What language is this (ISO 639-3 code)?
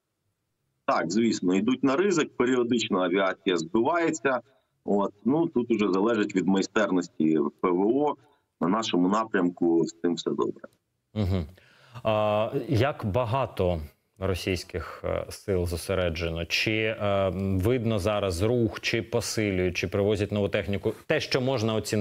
ukr